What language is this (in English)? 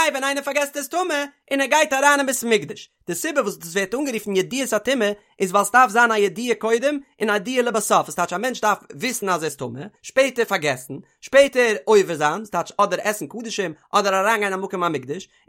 Yiddish